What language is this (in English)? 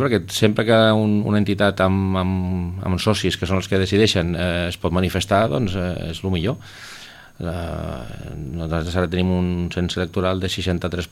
Catalan